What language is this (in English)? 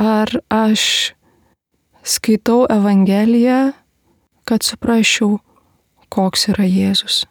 Lithuanian